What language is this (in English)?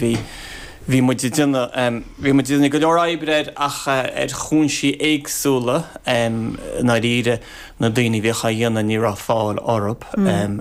Irish